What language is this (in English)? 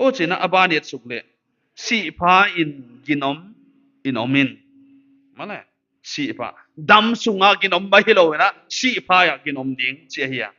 Paite Chin